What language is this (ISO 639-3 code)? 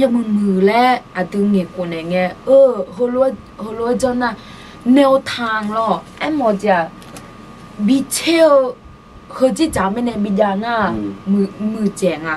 ahk